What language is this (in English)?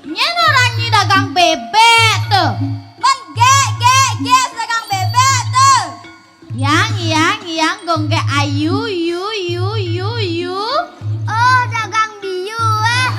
Balinese